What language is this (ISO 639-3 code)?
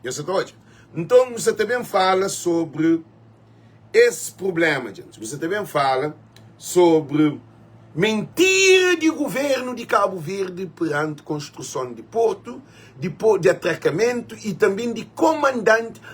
kea